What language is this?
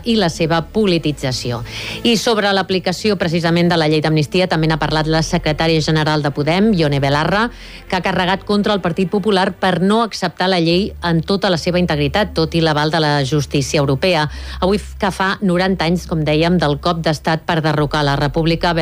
Catalan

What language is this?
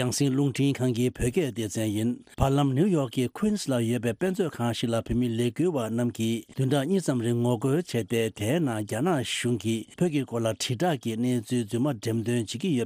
Tibetan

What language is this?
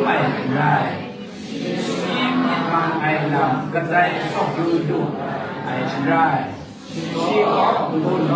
Kachin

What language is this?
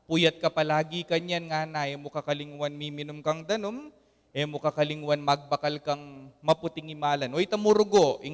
Pampanga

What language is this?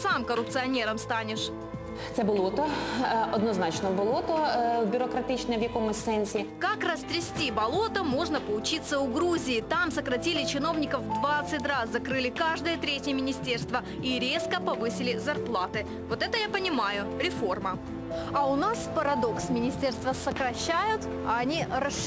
Russian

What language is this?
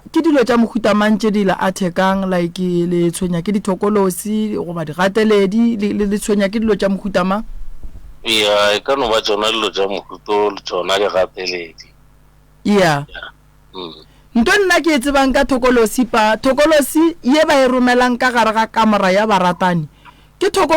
Northern Sotho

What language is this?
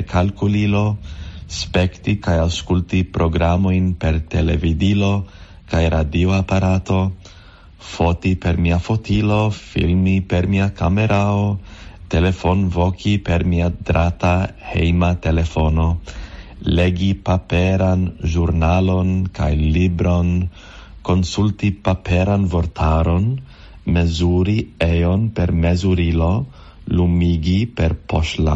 Esperanto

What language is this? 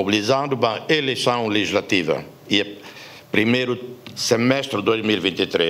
Tetum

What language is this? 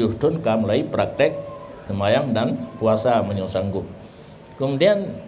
Achinese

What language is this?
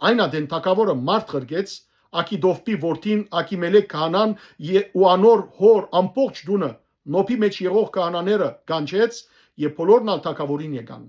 Western Armenian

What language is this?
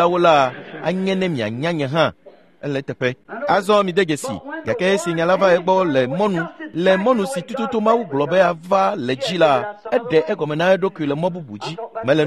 Ewe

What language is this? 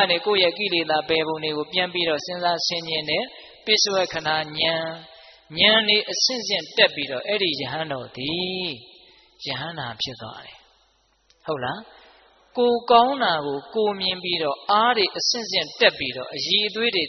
Burmese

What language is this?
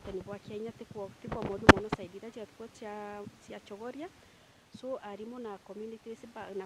Meru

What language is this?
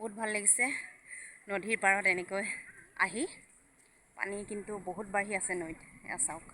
Assamese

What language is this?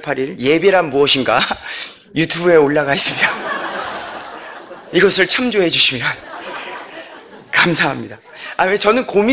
Korean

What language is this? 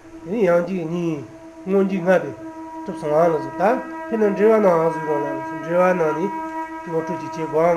Tibetan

